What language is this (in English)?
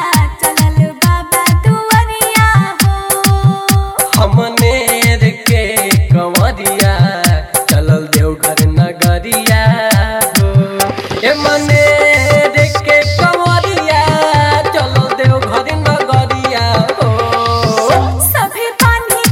Bhojpuri